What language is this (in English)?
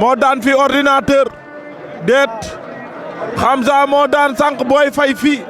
Wolof